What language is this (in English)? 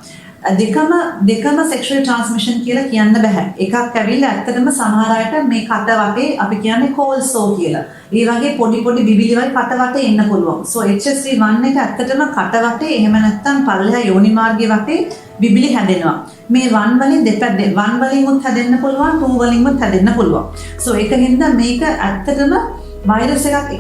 Sinhala